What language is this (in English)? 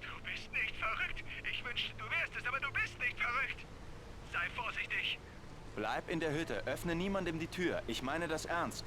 Swiss German